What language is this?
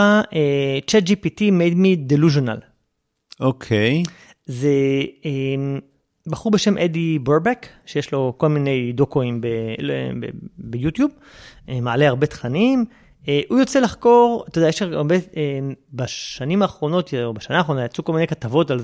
Hebrew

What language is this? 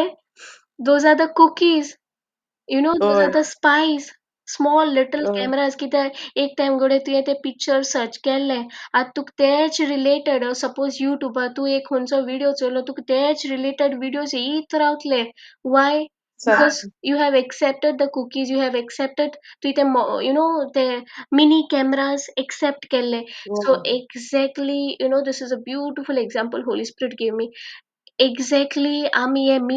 Konkani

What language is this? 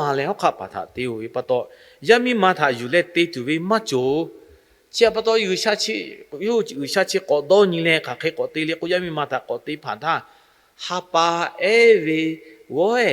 Lahu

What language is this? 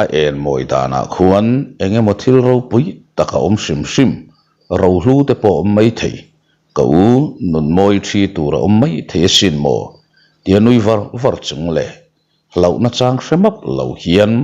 Mizo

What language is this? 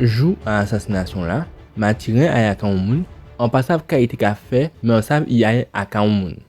Guadeloupean Creole French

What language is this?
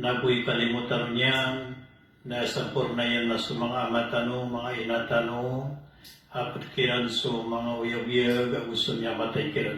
Maranao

